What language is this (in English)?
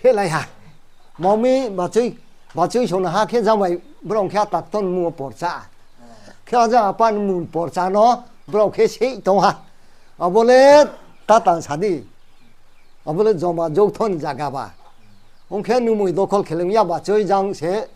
Riang (India)